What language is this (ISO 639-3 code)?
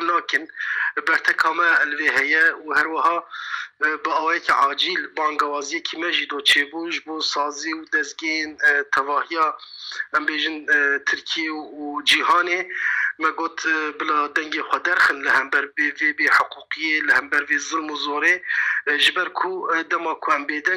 kur